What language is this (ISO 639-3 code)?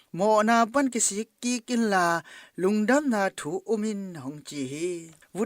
ctd